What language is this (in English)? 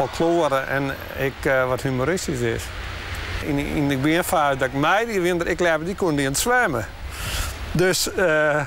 Western Frisian